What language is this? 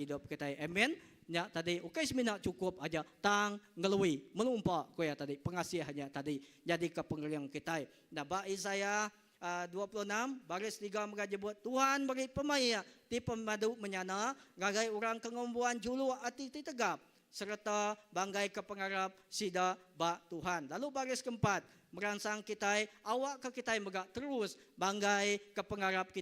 Iban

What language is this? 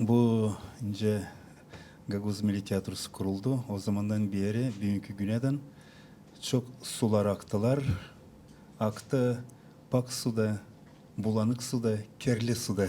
Gagauz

